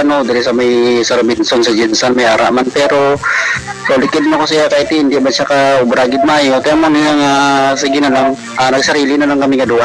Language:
Hiligaynon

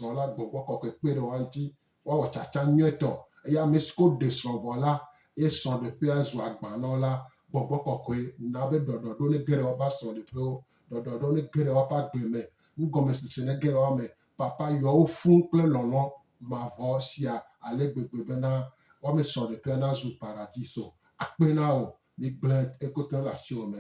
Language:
Gen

